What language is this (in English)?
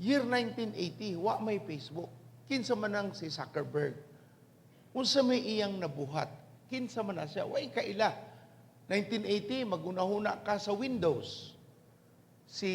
Cebuano